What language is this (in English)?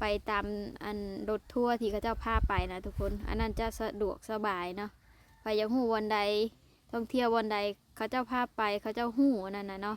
Lao